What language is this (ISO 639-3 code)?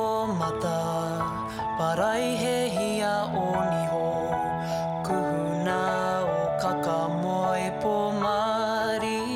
mri